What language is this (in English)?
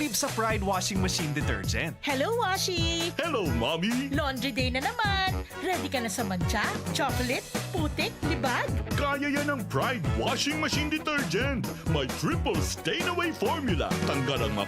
Bikol